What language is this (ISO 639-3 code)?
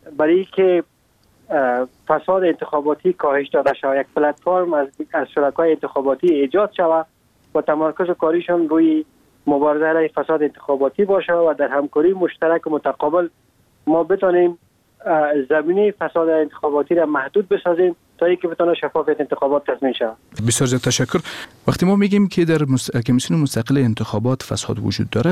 fas